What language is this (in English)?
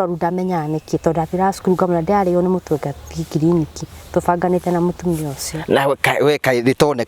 Kikuyu